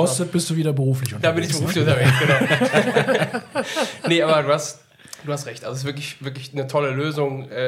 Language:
German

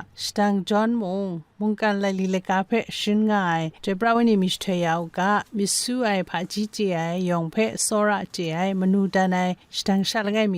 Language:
Kachin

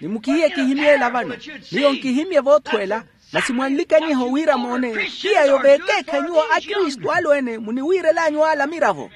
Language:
Makhuwa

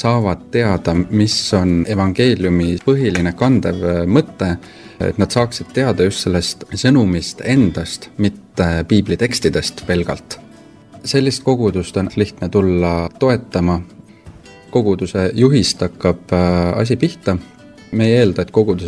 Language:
Estonian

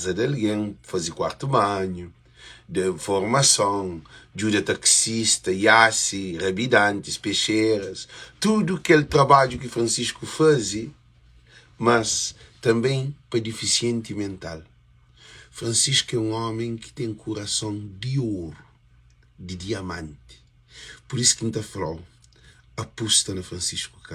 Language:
Kabuverdianu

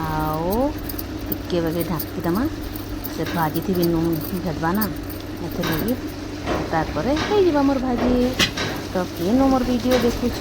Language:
Sambalpuri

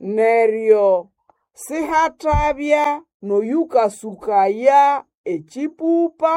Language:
Nande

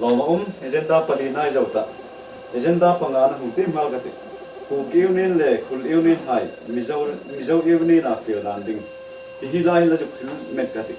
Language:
Hmar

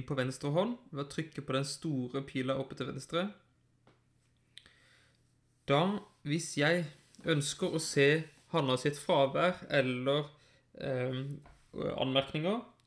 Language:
Norwegian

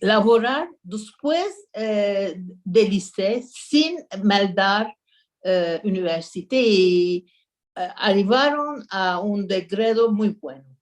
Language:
Ladino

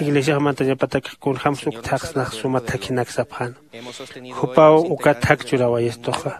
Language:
Aymara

